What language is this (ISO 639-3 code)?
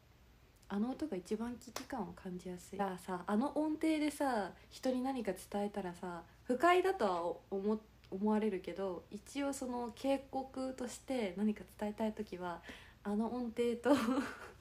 jpn